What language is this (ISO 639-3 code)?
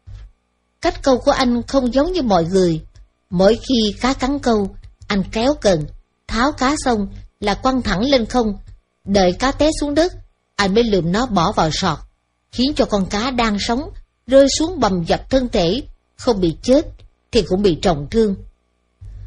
vie